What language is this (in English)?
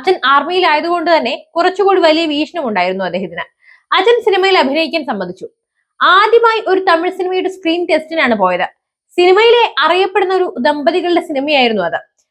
Malayalam